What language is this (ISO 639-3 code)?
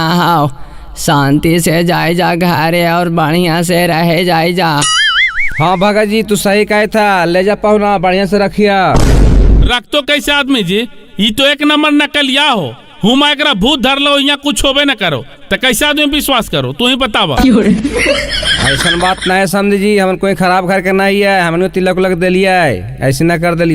mag